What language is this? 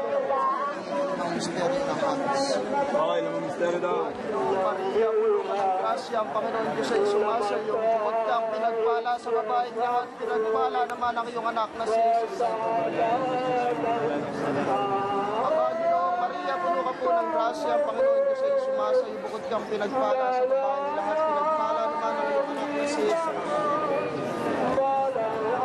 Filipino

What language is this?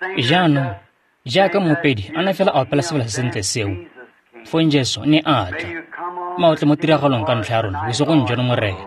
Tswana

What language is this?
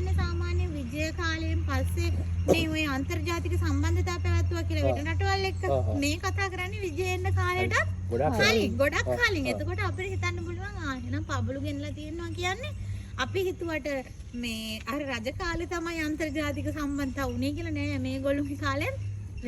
Sinhala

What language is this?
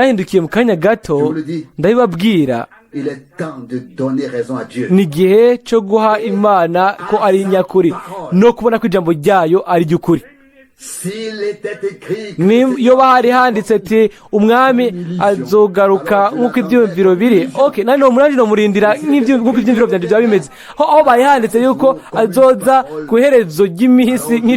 Rundi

